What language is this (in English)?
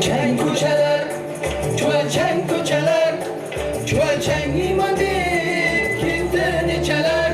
Kara-Kalpak